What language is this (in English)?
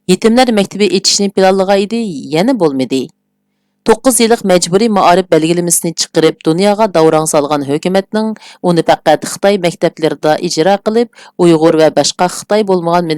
Uyghur